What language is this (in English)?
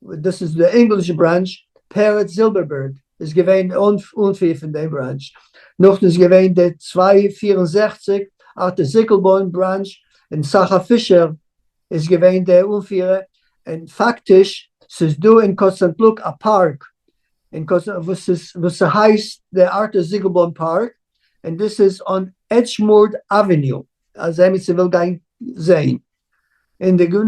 Yiddish